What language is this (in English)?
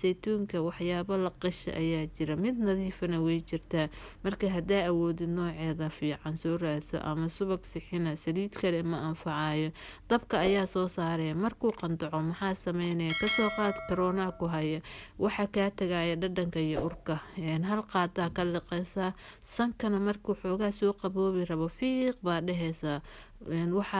Somali